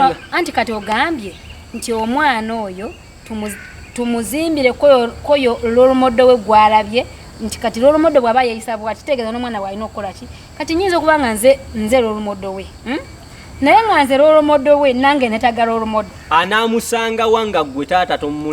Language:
Ganda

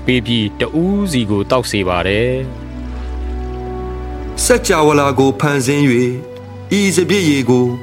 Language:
Burmese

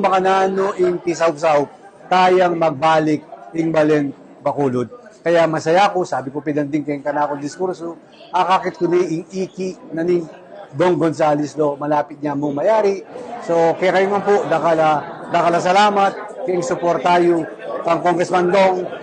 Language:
Pampanga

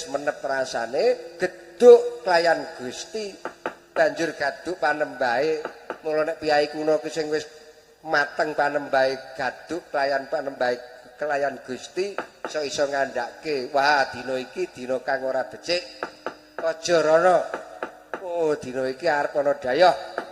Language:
Javanese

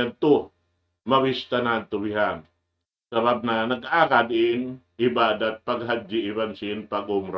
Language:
Tausug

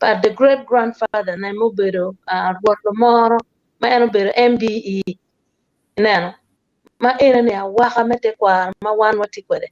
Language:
Acoli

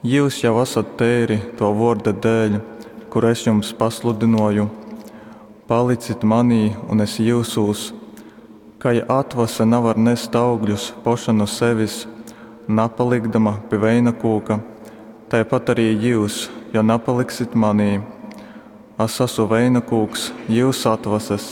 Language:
Latgalian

